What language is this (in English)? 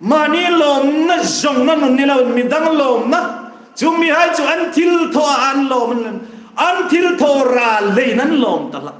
Hmar